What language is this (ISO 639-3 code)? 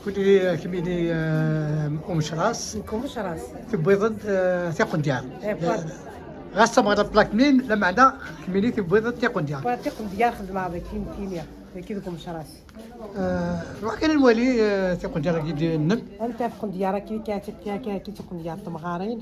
kab